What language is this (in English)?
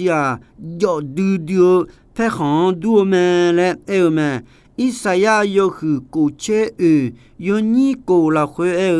Akha